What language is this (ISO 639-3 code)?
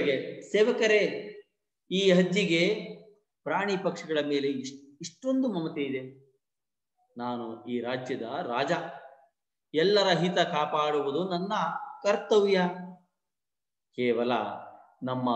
kan